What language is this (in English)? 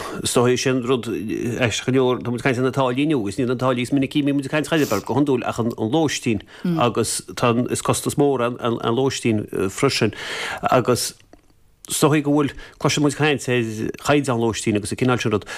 Irish